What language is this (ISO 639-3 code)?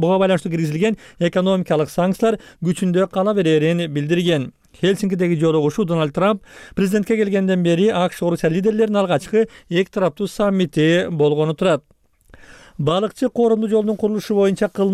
kir